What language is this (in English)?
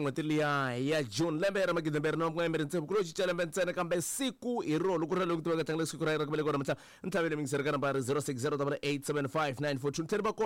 Tsonga